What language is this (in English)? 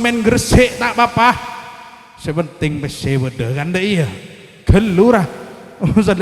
Madurese